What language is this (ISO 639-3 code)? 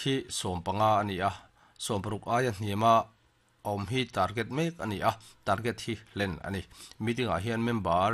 lus